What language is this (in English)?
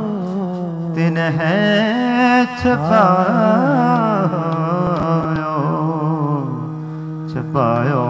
Punjabi